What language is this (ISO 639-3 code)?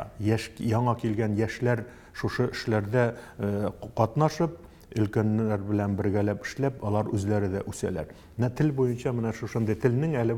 tat